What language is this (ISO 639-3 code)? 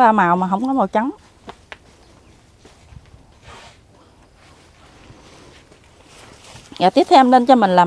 vie